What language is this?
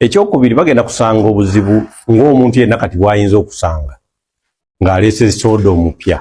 Ganda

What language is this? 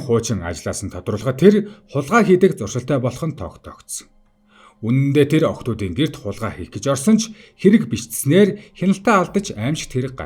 Mongolian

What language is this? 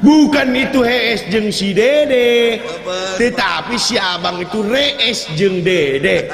Sundanese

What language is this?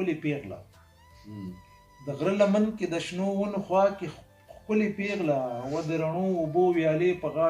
Pashto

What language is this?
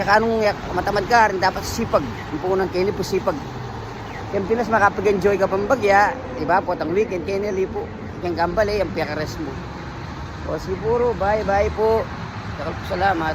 Pampanga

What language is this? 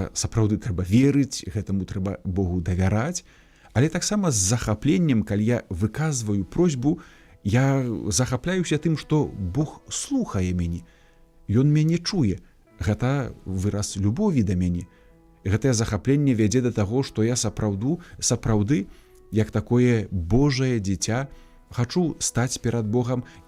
Belarusian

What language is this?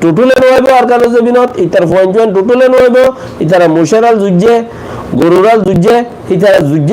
Rohingya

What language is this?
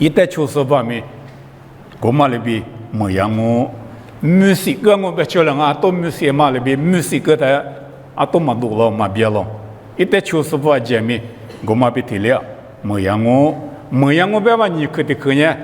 Lisu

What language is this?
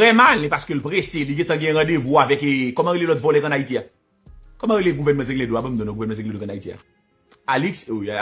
Haitian Creole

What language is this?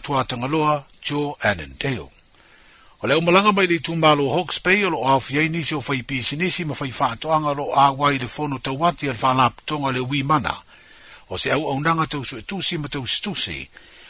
Samoan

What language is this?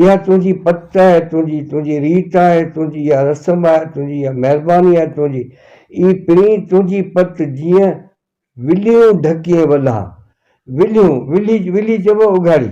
Sindhi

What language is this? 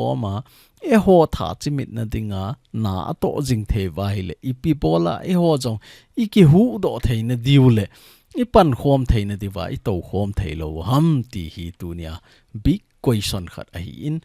Thado Chin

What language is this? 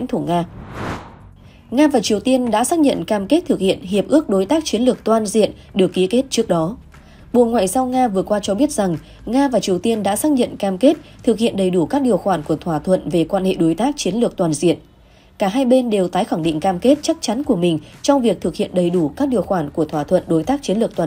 Vietnamese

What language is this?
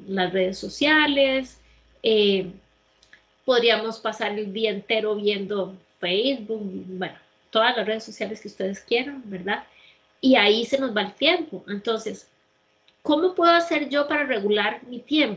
Spanish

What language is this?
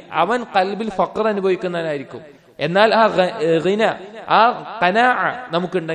Malayalam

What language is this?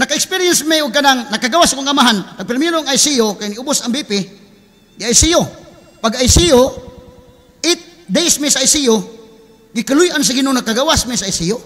Cebuano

